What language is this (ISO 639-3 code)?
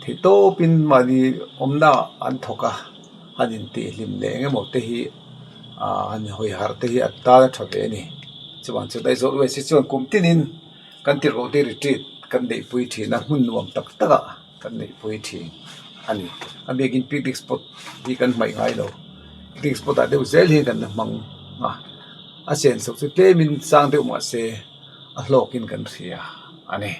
lus